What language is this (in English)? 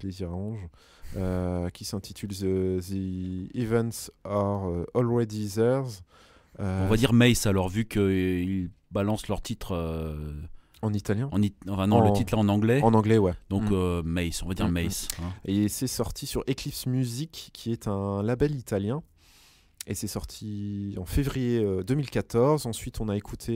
French